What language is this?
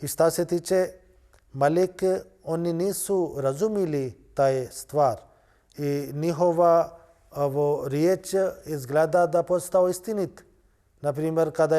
Bosnian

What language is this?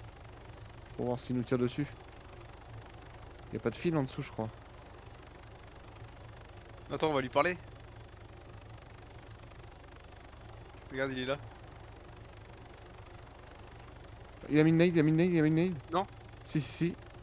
French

